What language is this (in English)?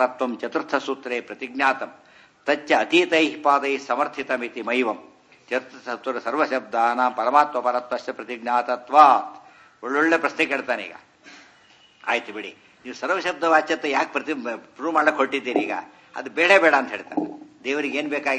Kannada